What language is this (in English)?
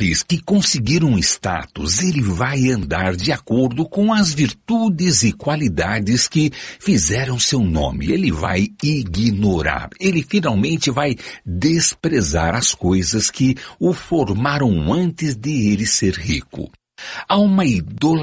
Portuguese